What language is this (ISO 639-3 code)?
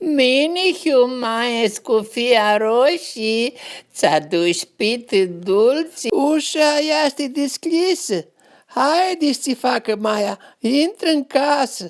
rup